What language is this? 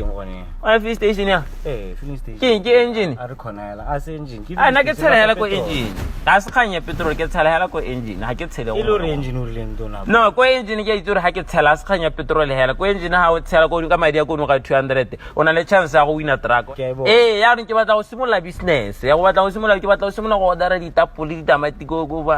Tswana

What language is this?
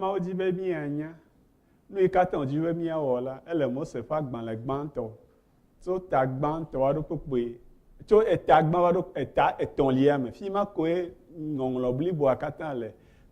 Ewe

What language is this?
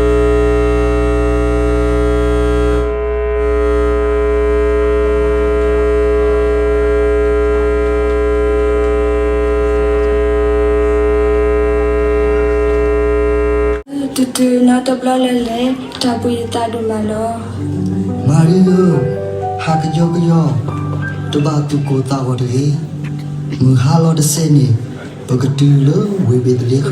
S'gaw Karen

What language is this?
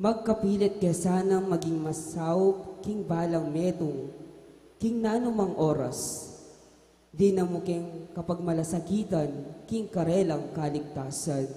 Pampanga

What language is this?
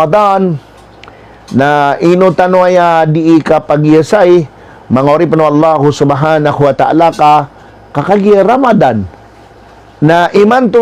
Maranao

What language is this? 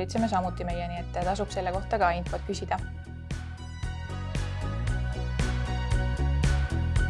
Estonian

